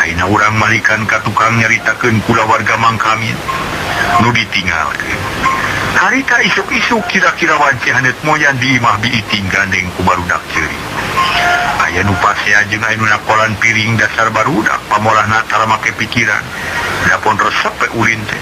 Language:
Sundanese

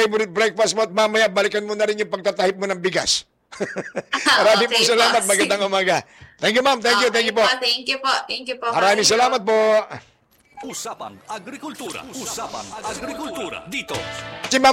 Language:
Filipino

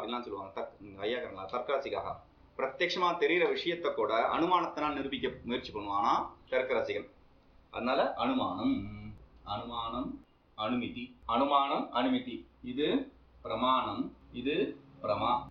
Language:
Tamil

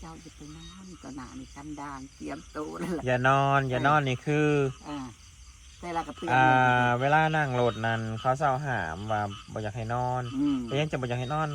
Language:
Northeastern Thai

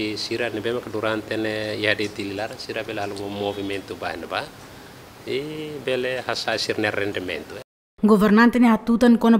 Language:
Tetum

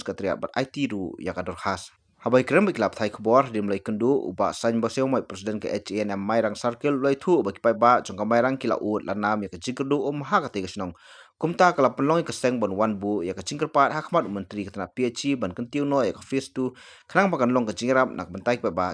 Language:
Khasi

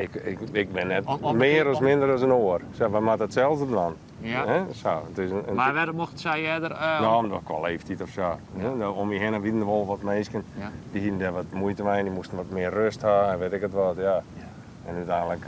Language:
Western Frisian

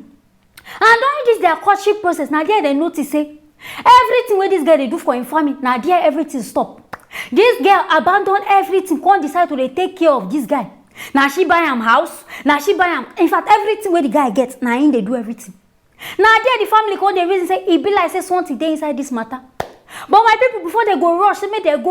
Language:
Nigerian Pidgin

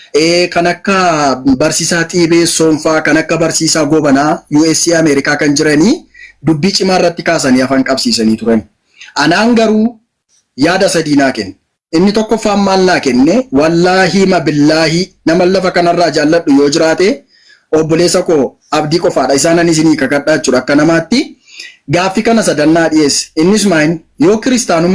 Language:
Oromo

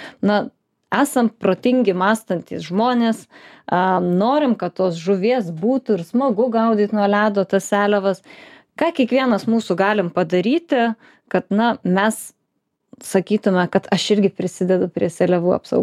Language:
Lithuanian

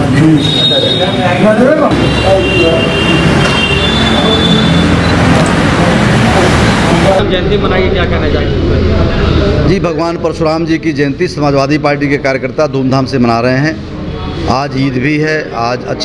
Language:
Hindi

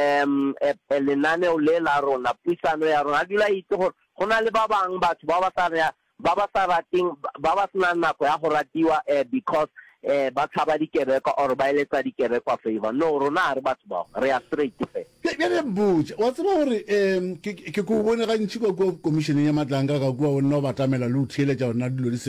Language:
Northern Sotho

